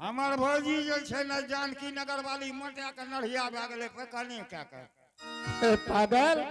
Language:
Angika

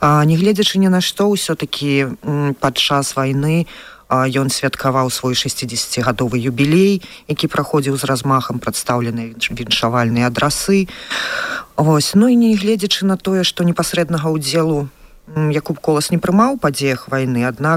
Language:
Belarusian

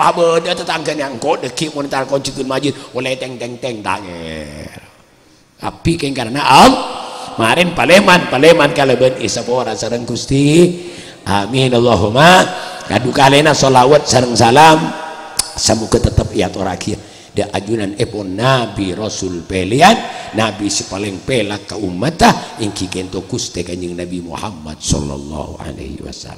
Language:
Madurese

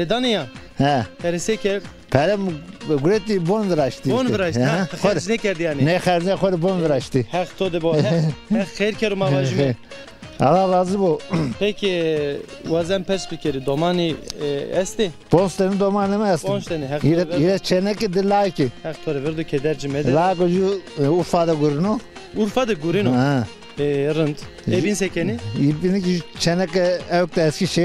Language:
Zaza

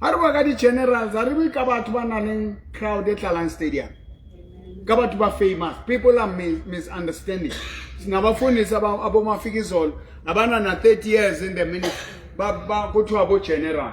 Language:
Southern Sotho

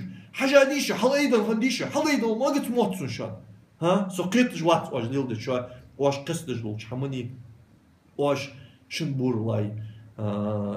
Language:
Ingush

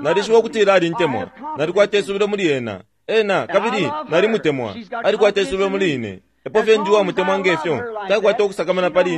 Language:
Bemba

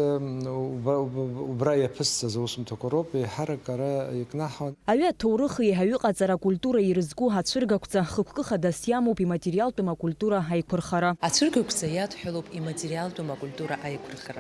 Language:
Abkhazian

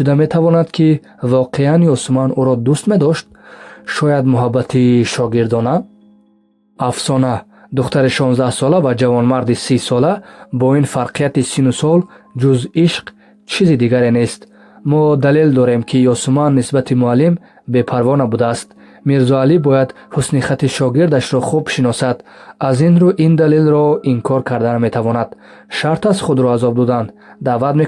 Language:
Tajik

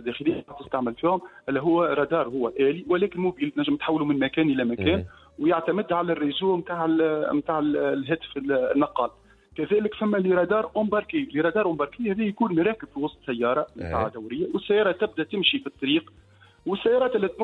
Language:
Tunisian Arabic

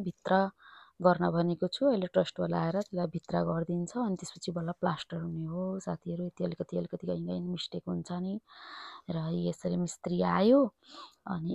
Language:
Nepali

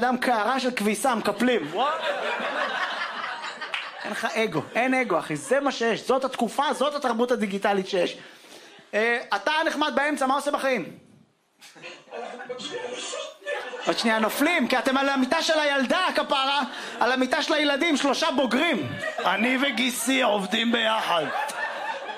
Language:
Hebrew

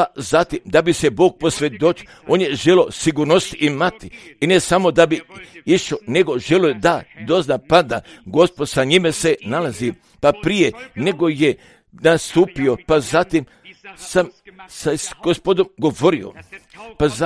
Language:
Croatian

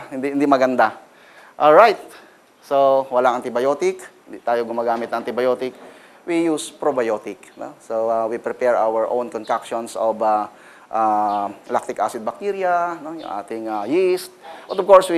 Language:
Filipino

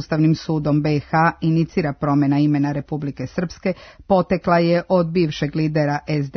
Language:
Serbian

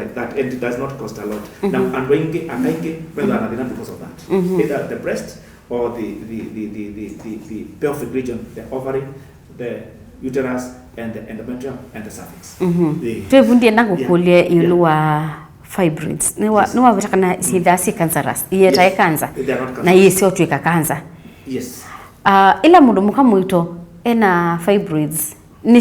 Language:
Kamba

